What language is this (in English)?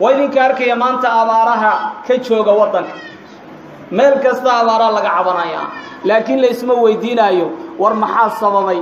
Somali